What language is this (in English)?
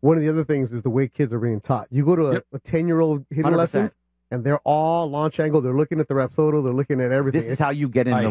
English